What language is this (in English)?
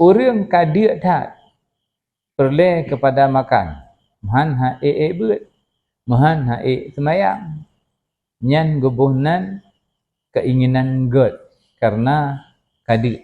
Achinese